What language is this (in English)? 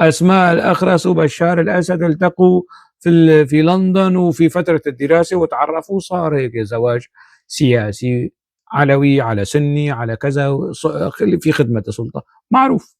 North Levantine Arabic